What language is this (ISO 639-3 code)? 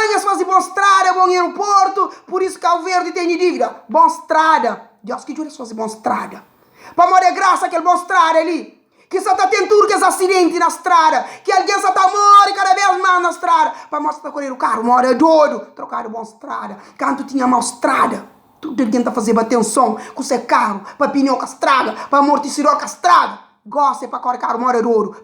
kea